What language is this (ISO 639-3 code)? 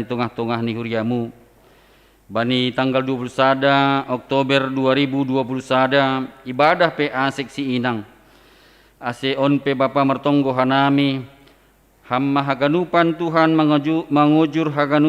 bts